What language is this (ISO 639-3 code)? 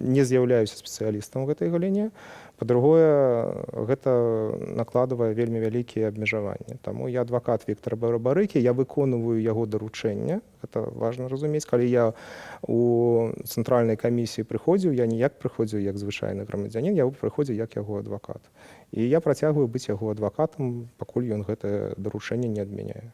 bel